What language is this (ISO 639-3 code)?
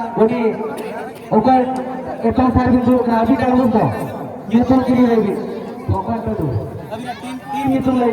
sat